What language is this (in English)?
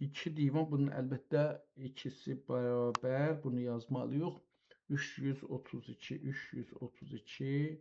South Azerbaijani